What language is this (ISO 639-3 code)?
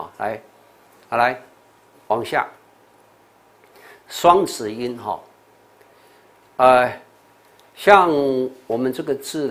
zho